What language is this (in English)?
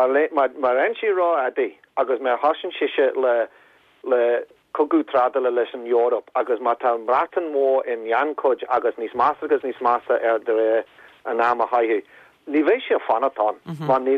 Irish